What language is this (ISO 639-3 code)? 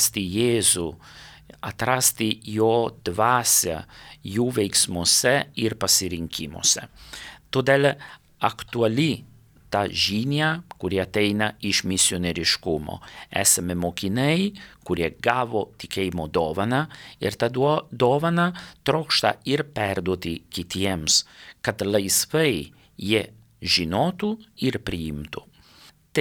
lit